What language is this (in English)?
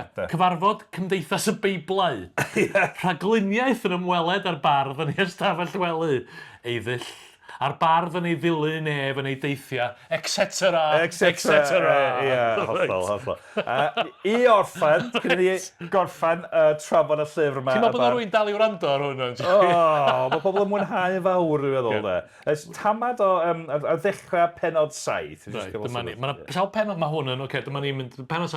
Welsh